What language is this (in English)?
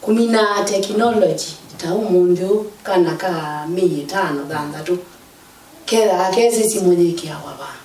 Kamba